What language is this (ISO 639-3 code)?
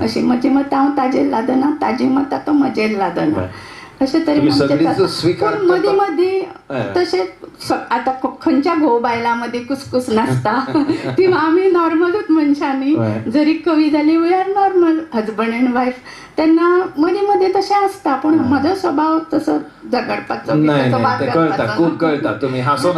kok